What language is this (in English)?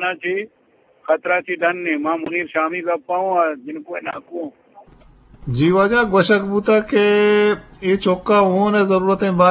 Eastern Balochi